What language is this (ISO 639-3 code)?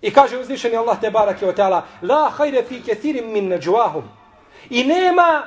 bos